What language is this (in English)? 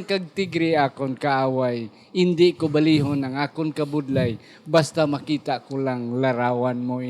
Hiligaynon